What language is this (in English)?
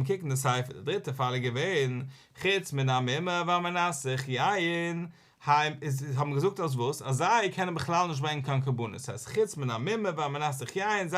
Yiddish